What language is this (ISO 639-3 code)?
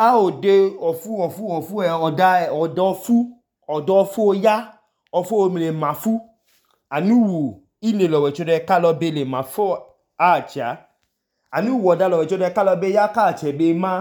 idu